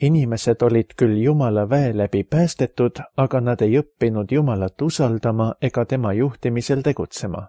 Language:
Estonian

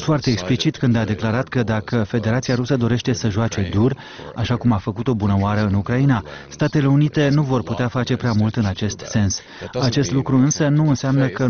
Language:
Romanian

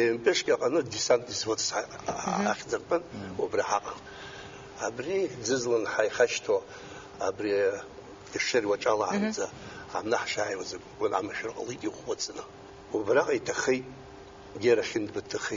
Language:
Abkhazian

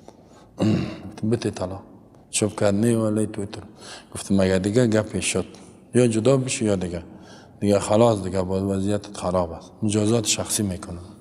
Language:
Persian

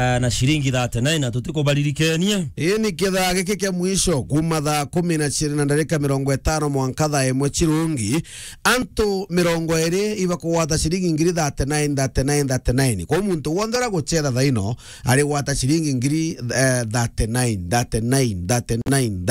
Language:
Meru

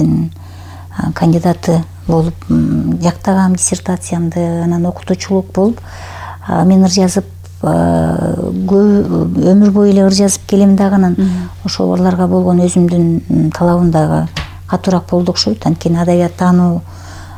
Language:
Kyrgyz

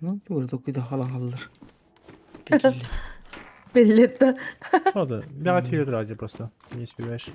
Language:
Yakut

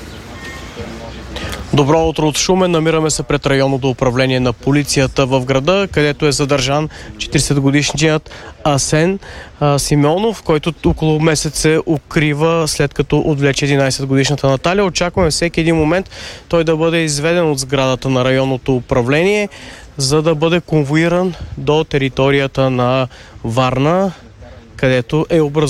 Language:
Bulgarian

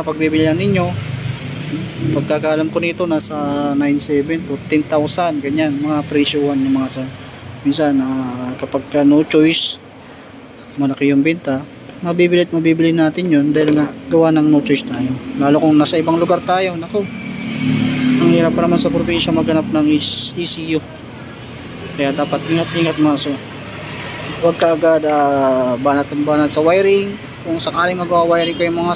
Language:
Filipino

